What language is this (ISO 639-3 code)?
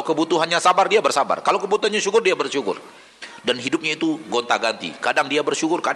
ind